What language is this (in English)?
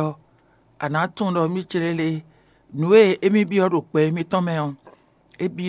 Fon